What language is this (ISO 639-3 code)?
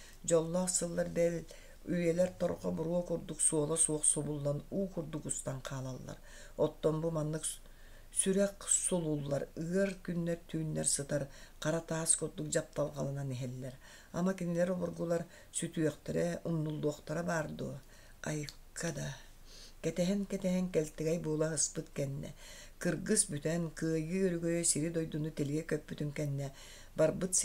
sah